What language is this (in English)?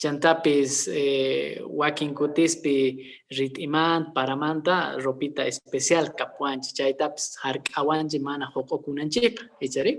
Quechua